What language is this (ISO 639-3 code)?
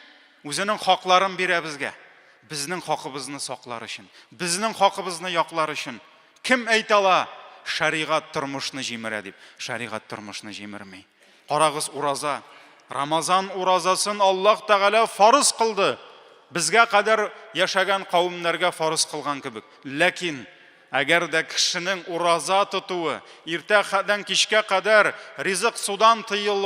tat